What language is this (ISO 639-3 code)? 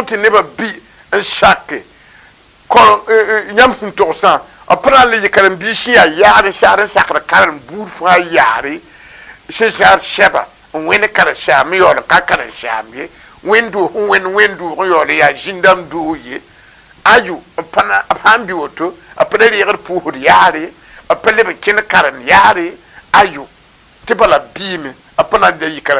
mos